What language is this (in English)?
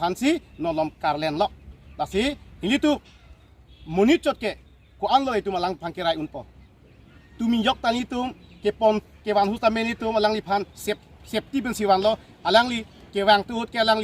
Karbi